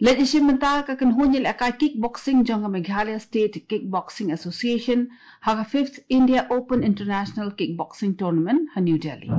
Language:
Khasi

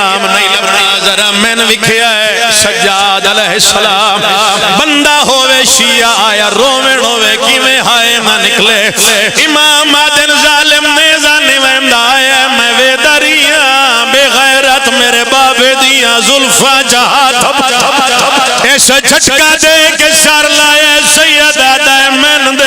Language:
Pahari-Potwari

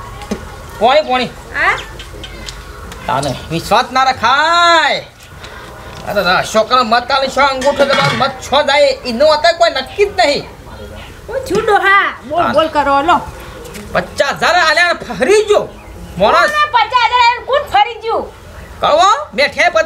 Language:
Gujarati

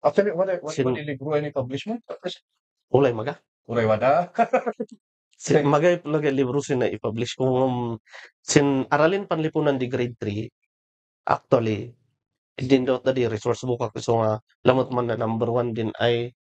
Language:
Kankanaey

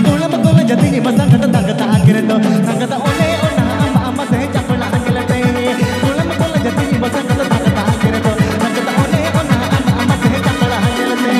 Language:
Santali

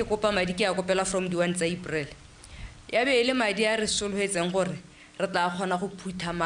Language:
Tswana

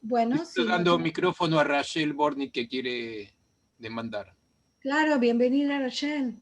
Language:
Ladino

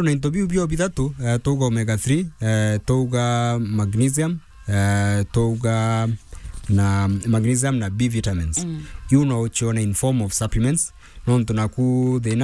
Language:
Meru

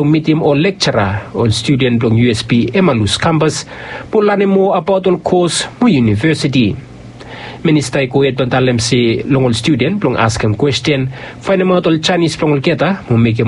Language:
Bislama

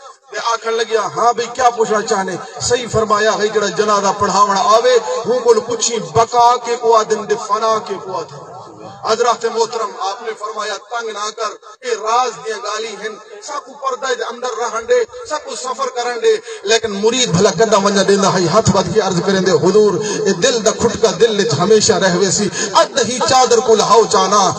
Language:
Saraiki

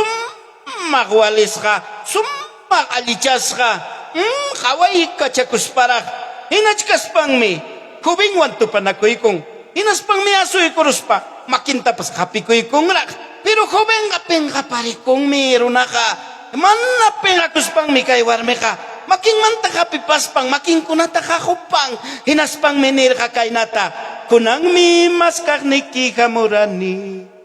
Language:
Ayacucho Quechua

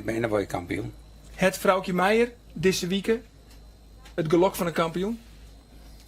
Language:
Western Frisian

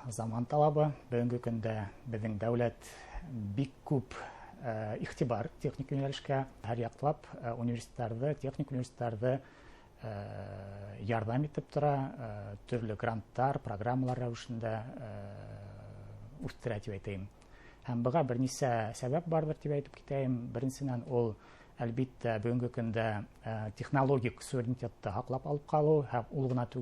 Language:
Bashkir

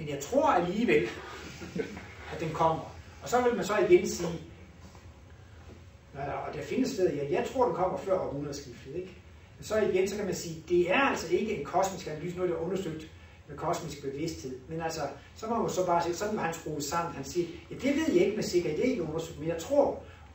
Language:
Danish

